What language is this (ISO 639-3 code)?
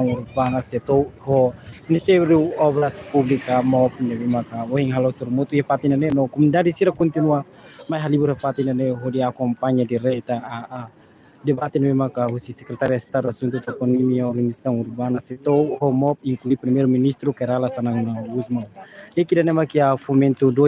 tet